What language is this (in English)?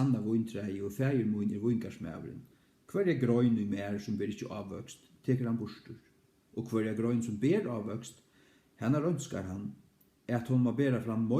Faroese